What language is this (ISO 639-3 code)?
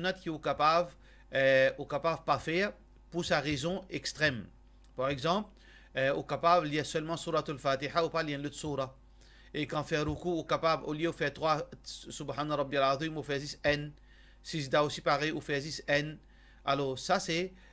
mfe